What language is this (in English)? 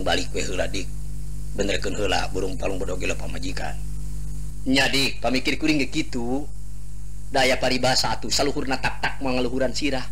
Sundanese